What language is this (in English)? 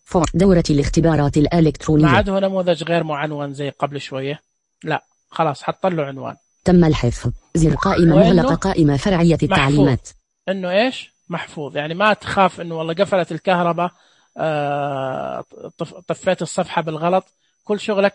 Najdi Arabic